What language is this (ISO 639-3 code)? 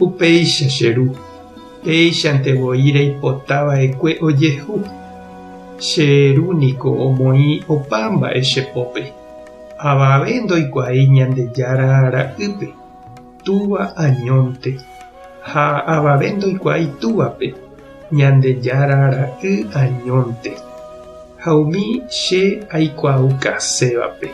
grn